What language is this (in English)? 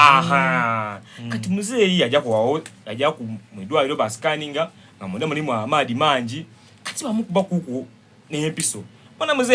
Soga